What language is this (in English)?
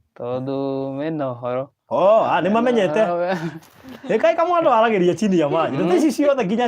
Kikuyu